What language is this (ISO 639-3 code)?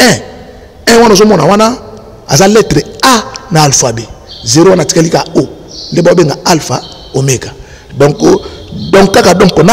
lin